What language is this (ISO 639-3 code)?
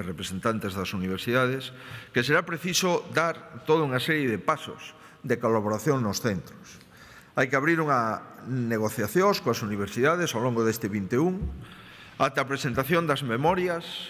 glg